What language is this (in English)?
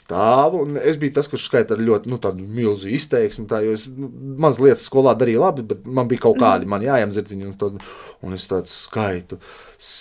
Latvian